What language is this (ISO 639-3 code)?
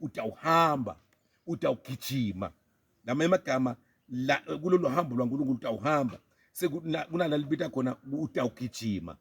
zul